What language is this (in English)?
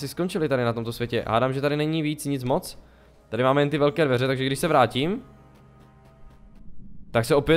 Czech